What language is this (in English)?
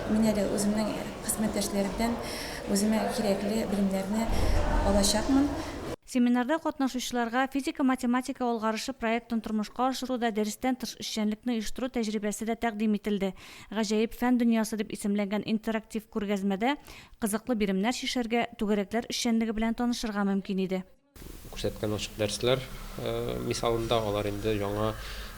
Tatar